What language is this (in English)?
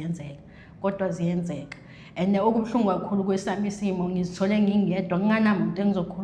Zulu